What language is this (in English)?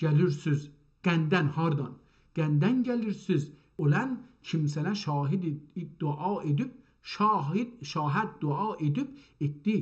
South Azerbaijani